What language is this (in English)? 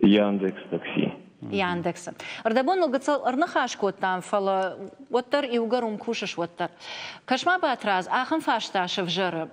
Ossetic